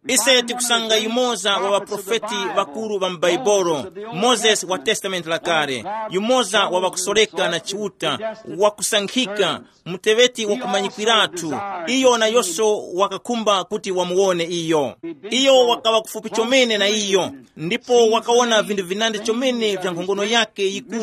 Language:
Tumbuka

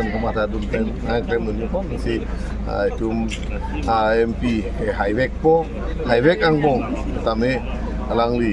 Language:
Karbi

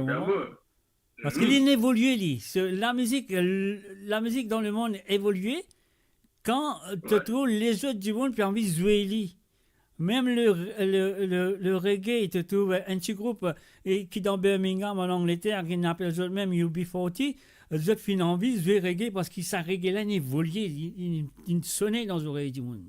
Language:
Morisyen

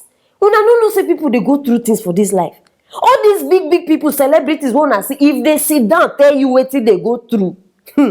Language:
Nigerian Pidgin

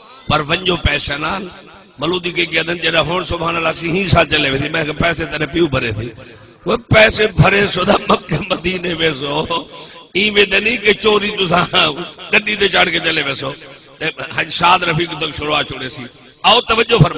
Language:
Saraiki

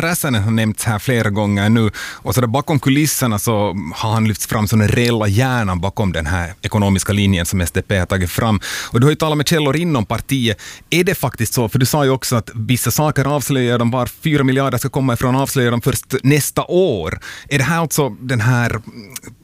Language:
Swedish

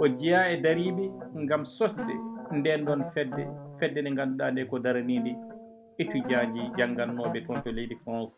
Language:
Fula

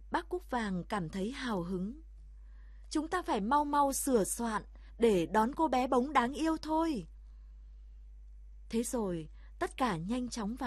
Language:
Vietnamese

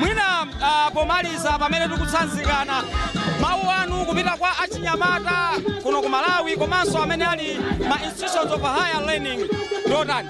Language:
Nyanja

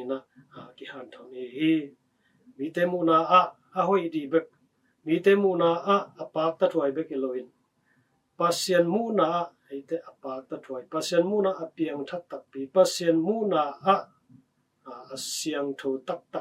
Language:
Tedim Chin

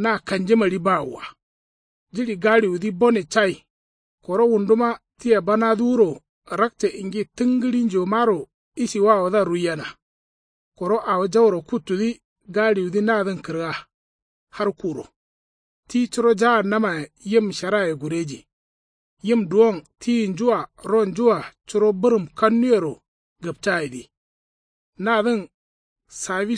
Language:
Kanuri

